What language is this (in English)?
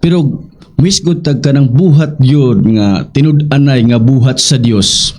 Cebuano